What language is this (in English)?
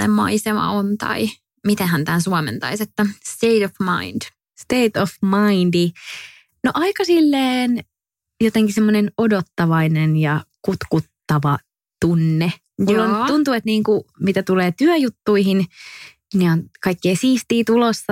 Finnish